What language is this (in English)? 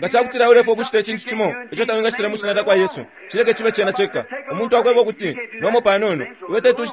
Bemba